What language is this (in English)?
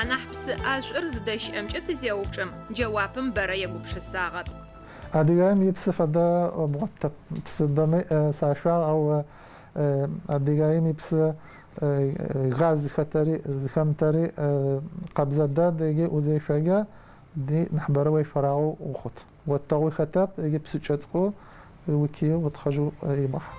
Adyghe